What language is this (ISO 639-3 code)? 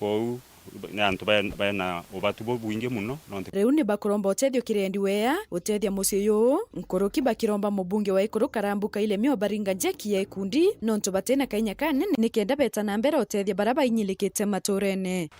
mer